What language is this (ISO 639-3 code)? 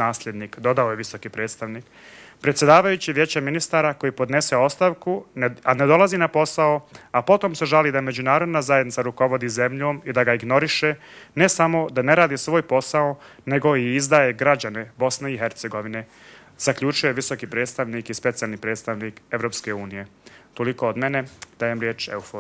hrv